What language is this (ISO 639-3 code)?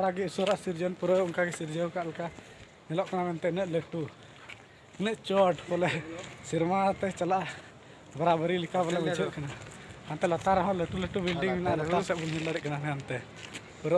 sat